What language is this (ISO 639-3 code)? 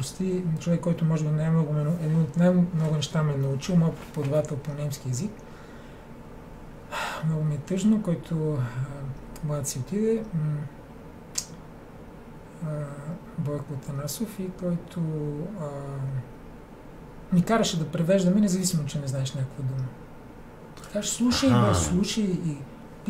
bul